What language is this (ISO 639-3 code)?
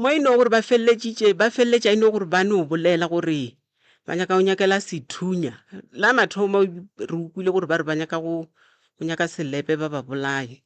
nso